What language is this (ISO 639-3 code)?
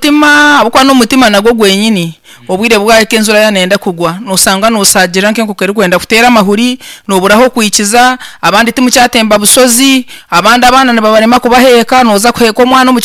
nyn